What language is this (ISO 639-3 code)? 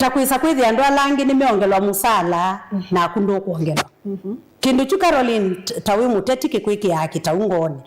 kam